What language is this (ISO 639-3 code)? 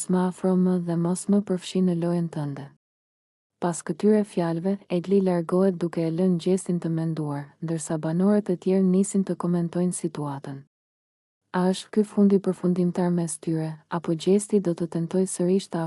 sqi